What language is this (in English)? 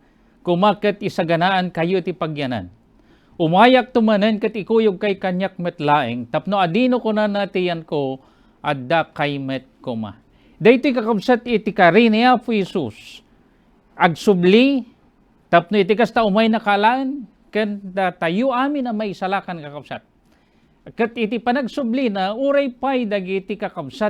Iloko